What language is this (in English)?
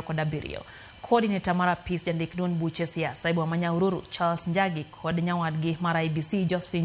Luo (Kenya and Tanzania)